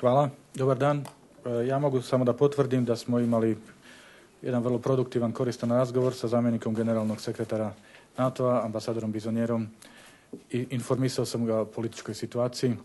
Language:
Bosnian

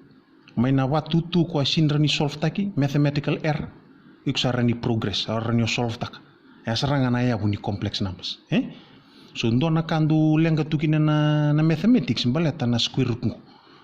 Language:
Fijian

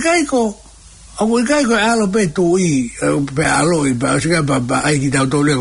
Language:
Tongan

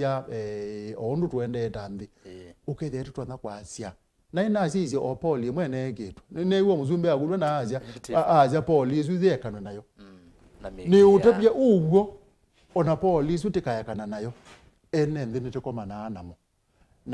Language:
Kamba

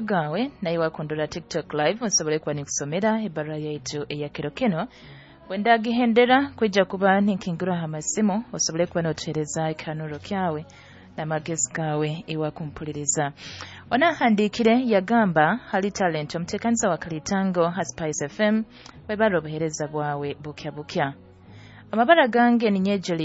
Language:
Nyoro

